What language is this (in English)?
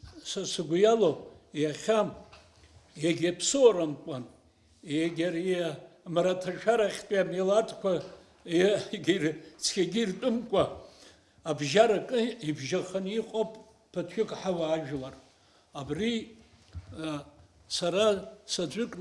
Abkhazian